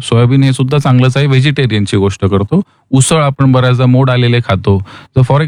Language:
Marathi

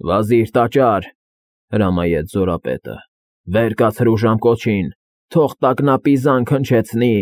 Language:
Armenian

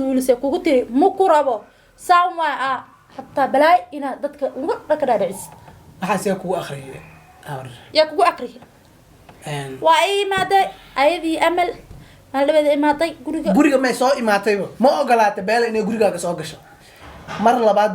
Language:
Somali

